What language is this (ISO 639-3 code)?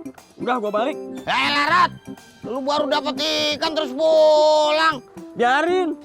bew